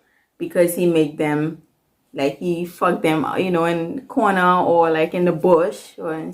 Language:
Jamaican Creole English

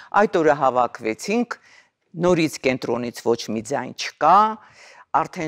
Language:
Armenian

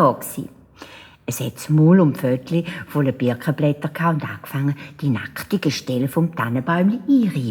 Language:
Swiss German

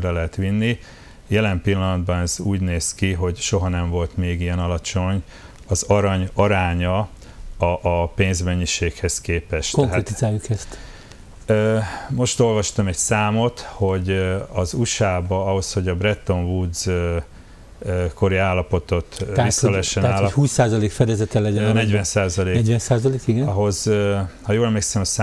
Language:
Hungarian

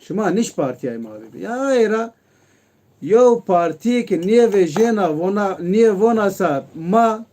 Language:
Zaza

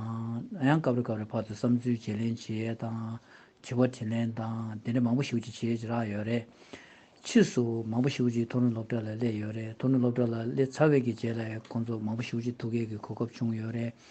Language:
Tibetan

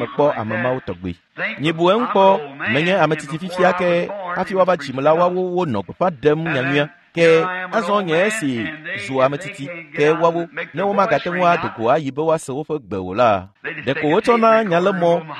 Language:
Ewe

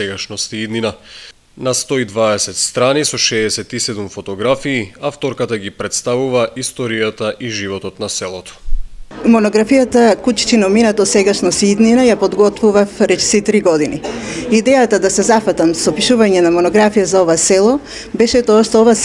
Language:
Macedonian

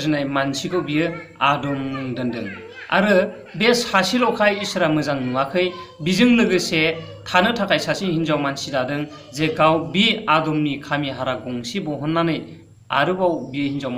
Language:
Bodo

